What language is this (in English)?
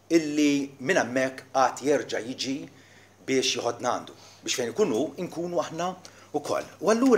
Maltese